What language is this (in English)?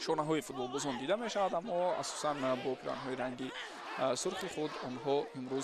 Tajik